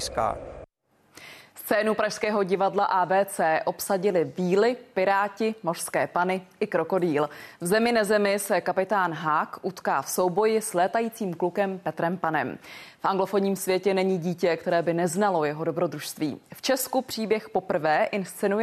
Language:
Czech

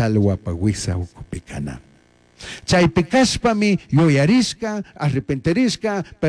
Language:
Chimborazo Highland Quichua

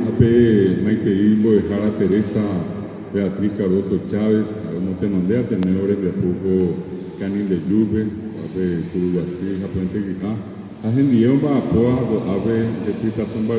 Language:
Guarani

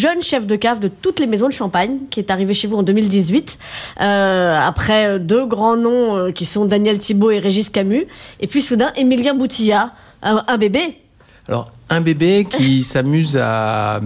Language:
French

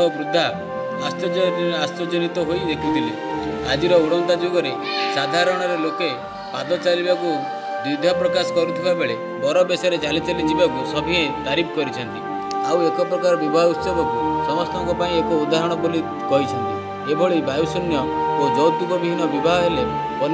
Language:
Odia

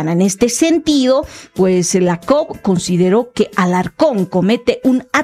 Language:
Spanish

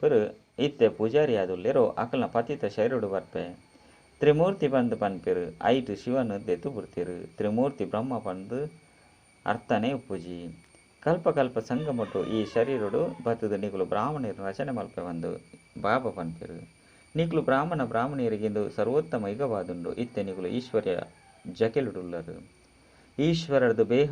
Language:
Tulu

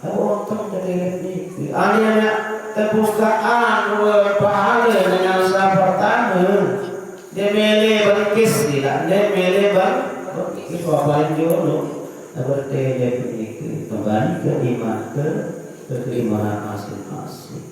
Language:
Sasak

